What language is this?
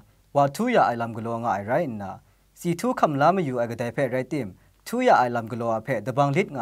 Kachin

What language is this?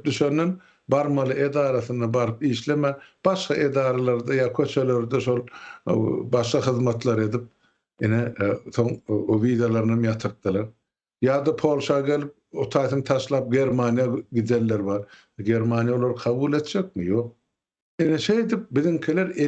Turkmen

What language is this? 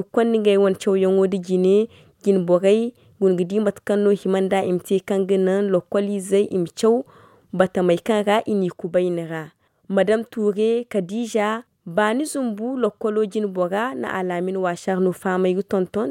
Zarma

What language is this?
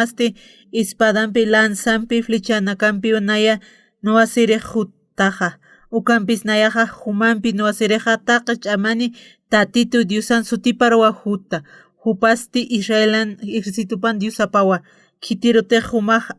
Aymara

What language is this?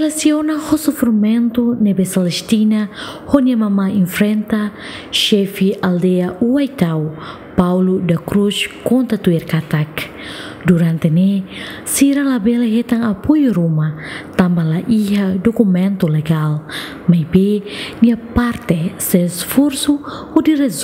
Tetum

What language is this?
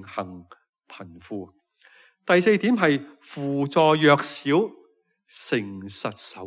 Cantonese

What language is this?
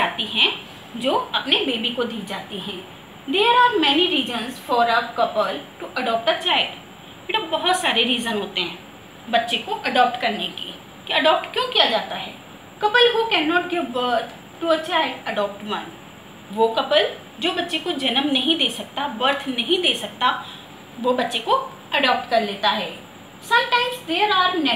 Hindi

